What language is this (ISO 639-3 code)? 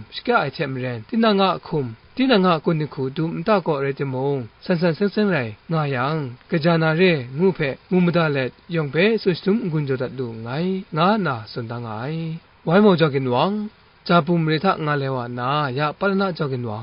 kac